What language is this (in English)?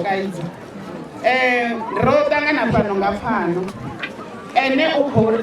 Venda